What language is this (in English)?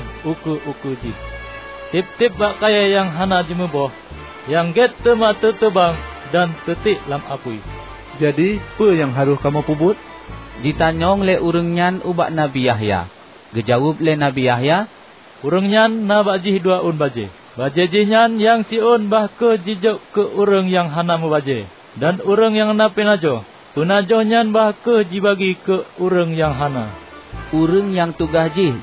Achinese